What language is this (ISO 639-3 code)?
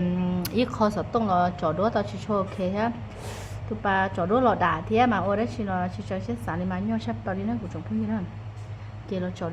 hmn